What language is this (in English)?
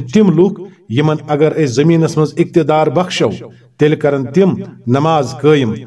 Kashmiri